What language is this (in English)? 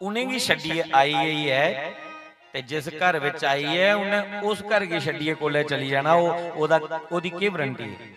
Dogri